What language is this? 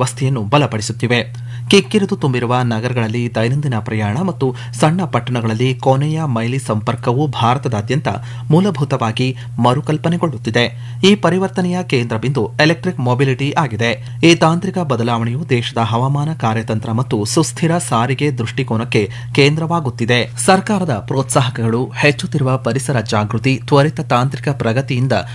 Kannada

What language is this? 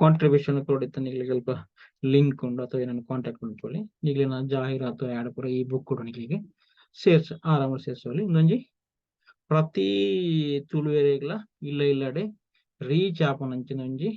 Tulu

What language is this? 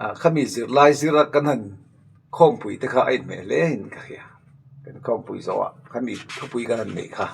Mizo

